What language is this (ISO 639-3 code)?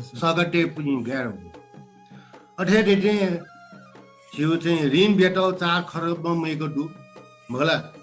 new